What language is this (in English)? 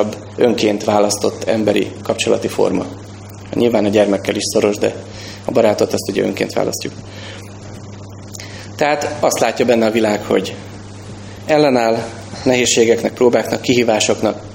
Hungarian